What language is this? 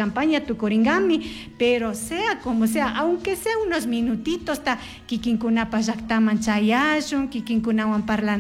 Chimborazo Highland Quichua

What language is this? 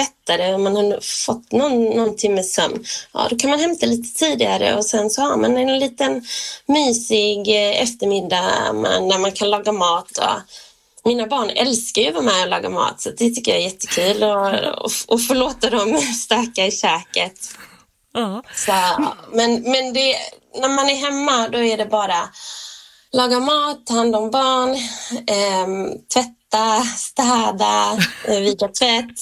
Swedish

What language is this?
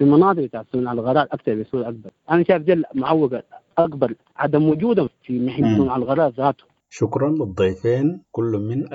Sudanese Arabic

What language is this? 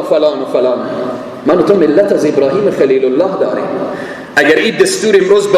Persian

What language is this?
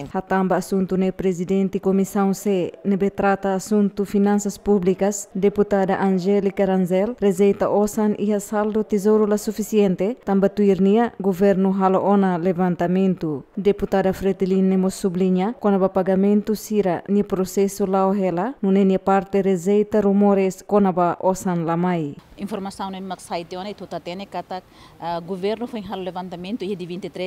Tetum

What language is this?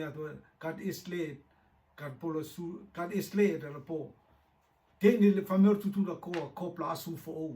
Rotuman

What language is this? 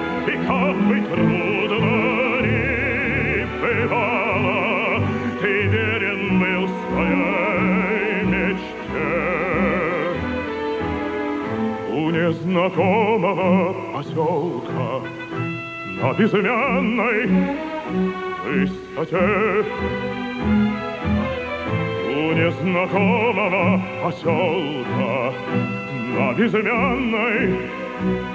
Russian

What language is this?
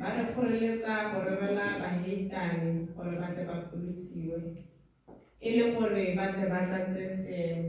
Tswana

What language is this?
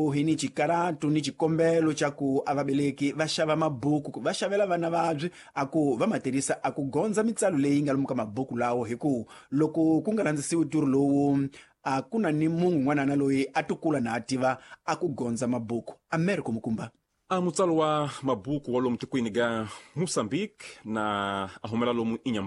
Tsonga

